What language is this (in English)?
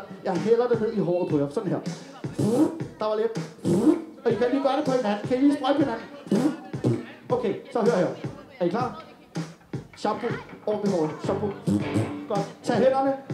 Danish